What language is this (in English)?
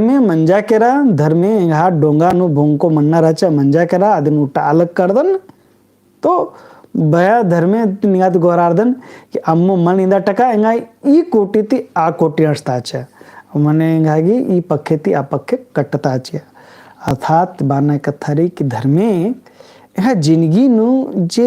Kurukh